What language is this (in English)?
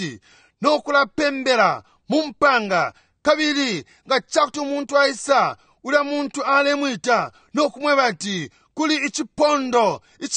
Bemba